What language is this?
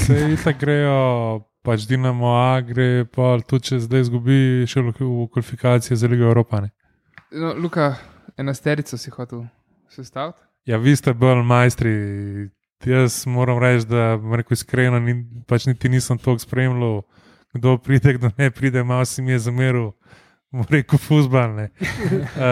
Slovenian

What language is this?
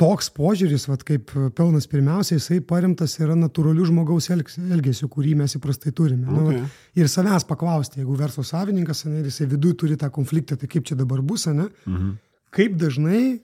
Lithuanian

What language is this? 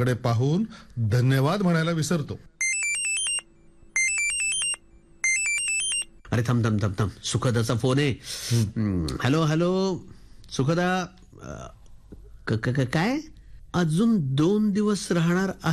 Marathi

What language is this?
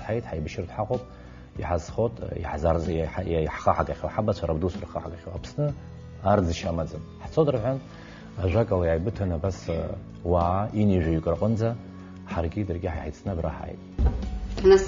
Abkhazian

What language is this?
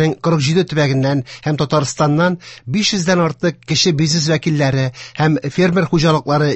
Tatar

